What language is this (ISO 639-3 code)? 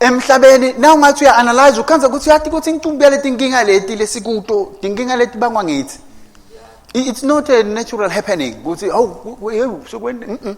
ssw